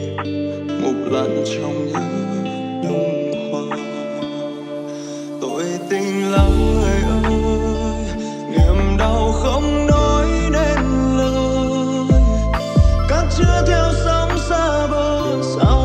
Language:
Vietnamese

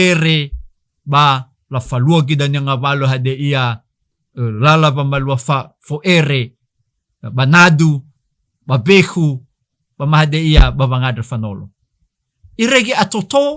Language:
Nias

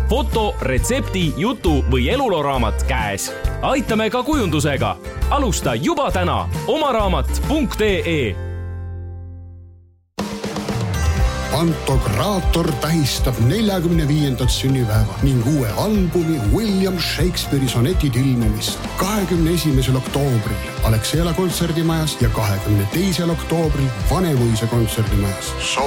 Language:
Estonian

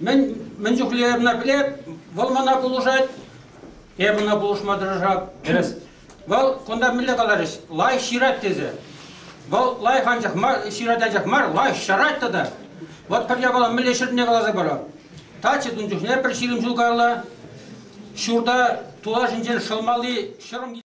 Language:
Chuvash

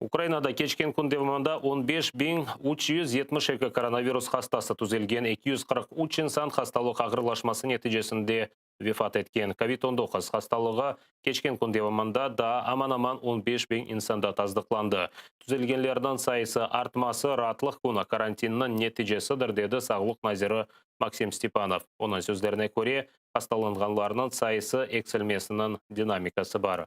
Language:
Crimean Tatar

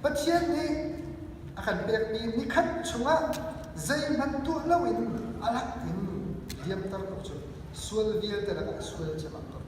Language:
Hakha Chin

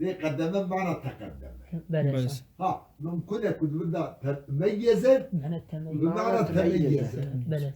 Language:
Kurdish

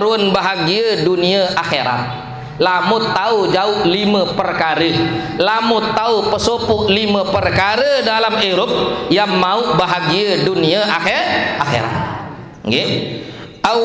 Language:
Sasak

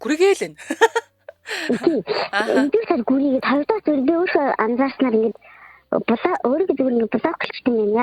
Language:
Mongolian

